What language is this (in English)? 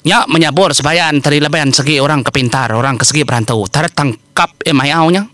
Iban